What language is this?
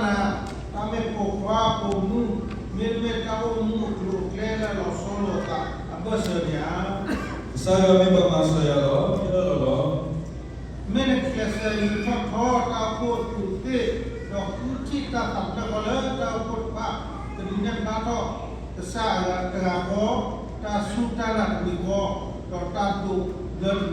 S'gaw Karen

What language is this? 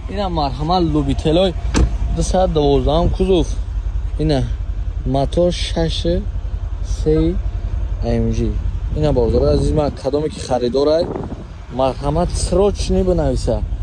Tajik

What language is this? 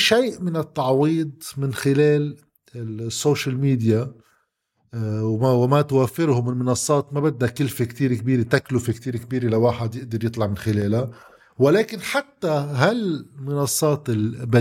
North Levantine Arabic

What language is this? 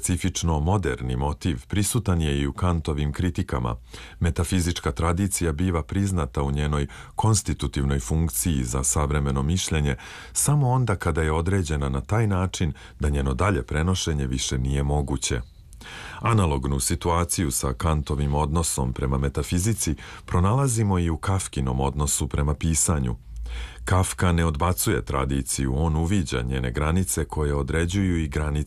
Serbian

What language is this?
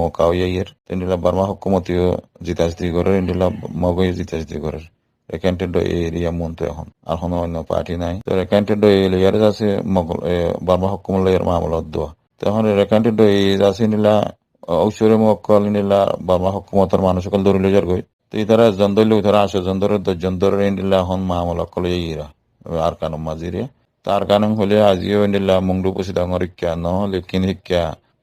Rohingya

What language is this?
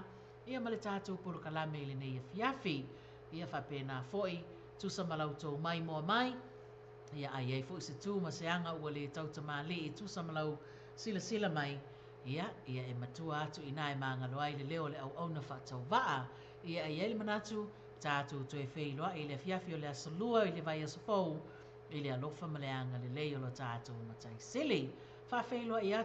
Samoan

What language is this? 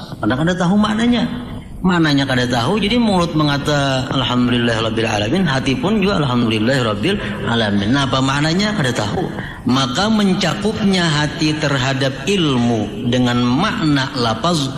Banjar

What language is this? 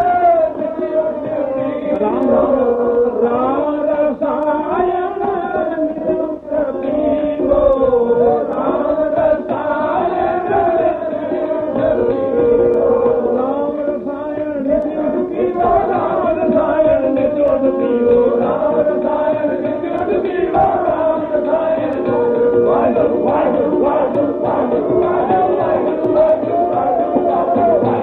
Punjabi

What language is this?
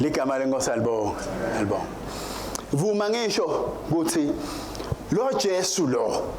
Swati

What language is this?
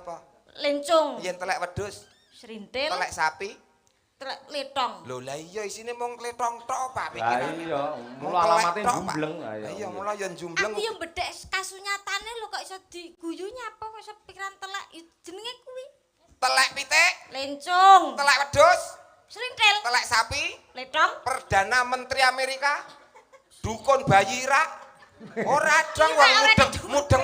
Javanese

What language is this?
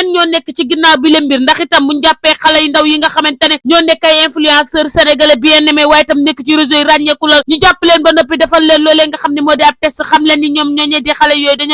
Wolof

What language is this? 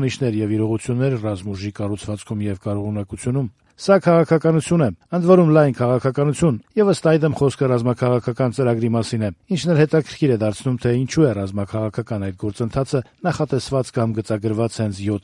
Armenian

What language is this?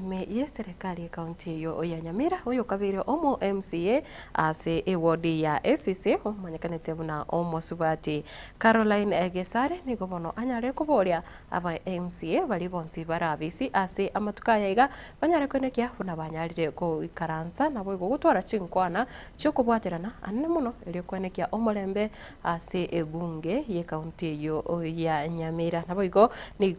Gusii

